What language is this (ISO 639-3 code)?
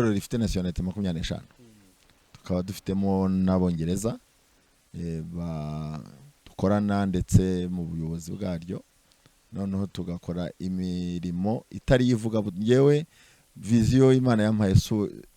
kin